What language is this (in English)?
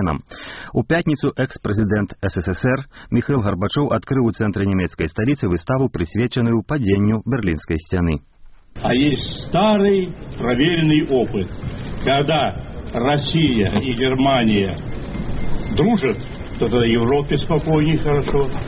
Belarusian